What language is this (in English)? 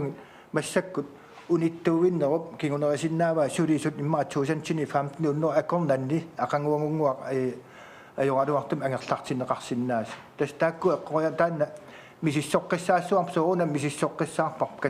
Kalaallisut